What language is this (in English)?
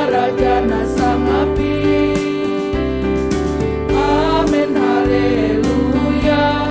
Batak Simalungun